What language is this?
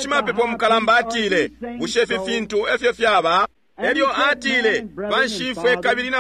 Bemba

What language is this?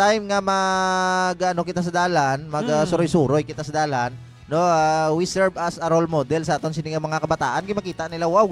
Hiligaynon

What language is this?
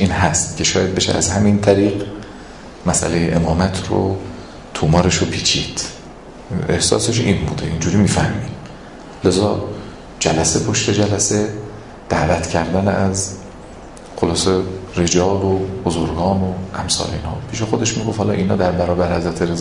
Persian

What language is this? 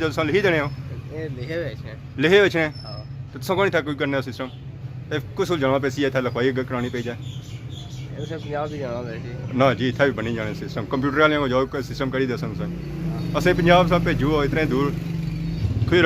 Pahari-Potwari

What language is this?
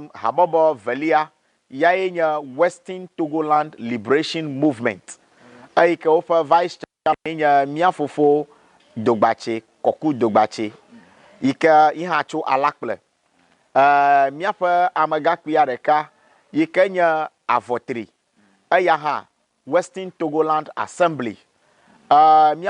Ewe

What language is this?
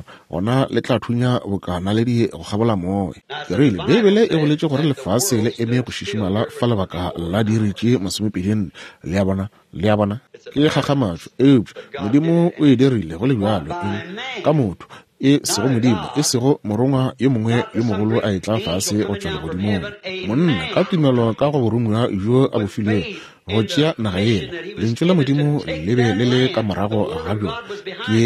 Northern Sotho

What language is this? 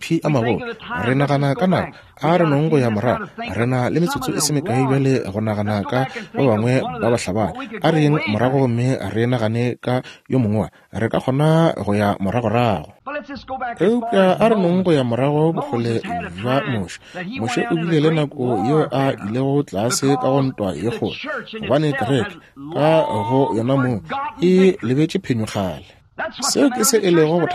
Northern Sotho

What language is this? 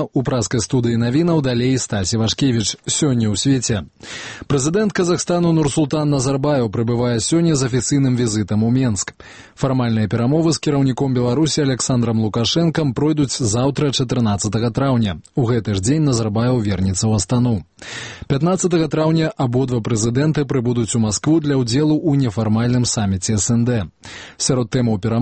Belarusian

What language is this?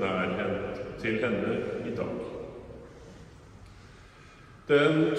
Norwegian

